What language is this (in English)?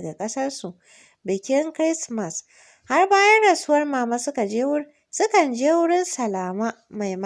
Hausa